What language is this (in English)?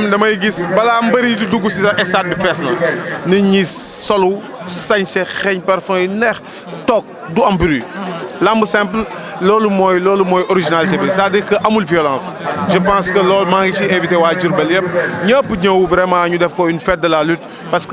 Wolof